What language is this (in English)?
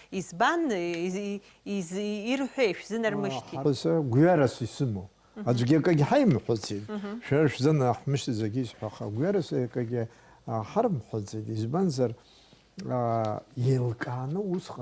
Abkhazian